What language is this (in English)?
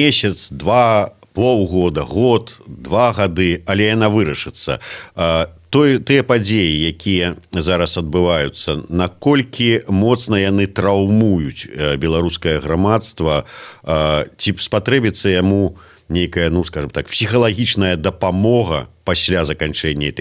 Belarusian